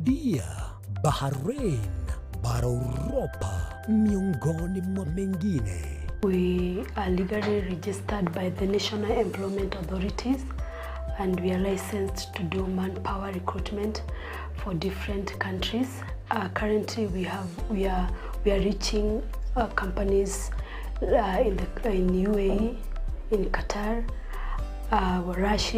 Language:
Gusii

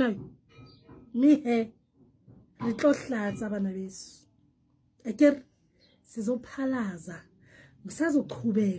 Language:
Zulu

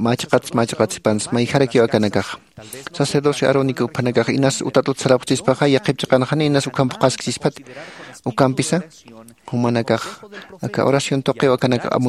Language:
Aymara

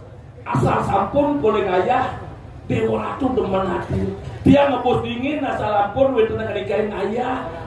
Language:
Balinese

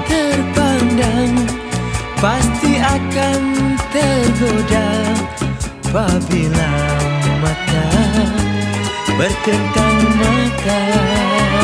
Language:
Malay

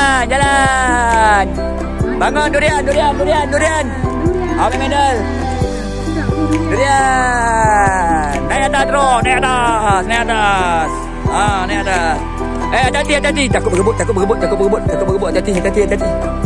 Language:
Malay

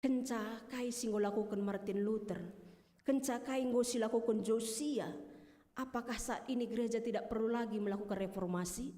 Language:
Batak Karo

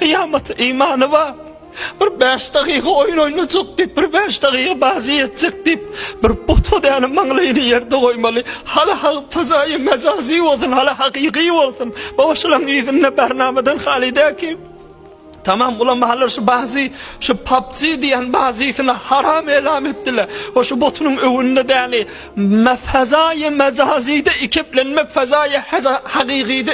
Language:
Turkmen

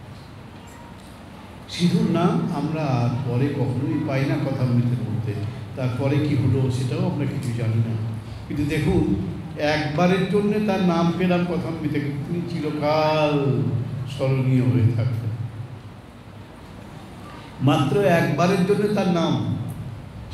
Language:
Bangla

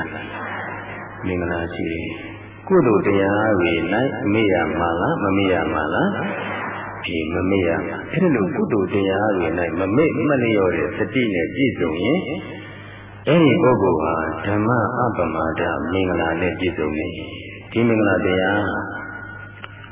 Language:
Burmese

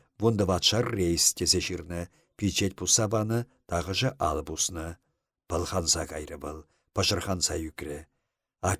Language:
Chuvash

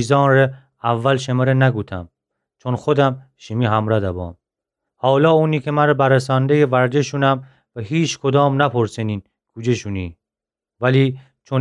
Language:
Gilaki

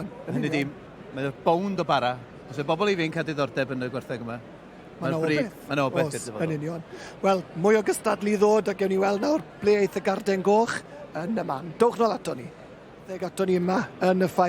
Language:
Welsh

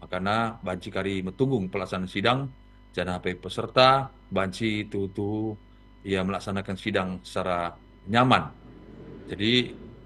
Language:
Batak Karo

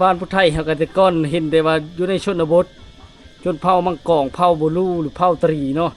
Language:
Lao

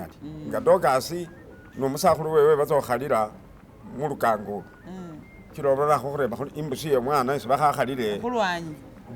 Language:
Masaaba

